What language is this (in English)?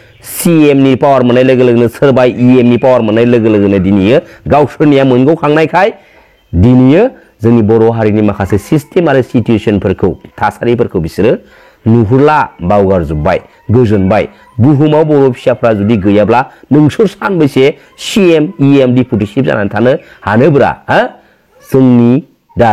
Bodo